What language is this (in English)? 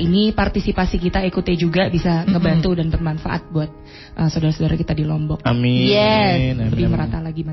Indonesian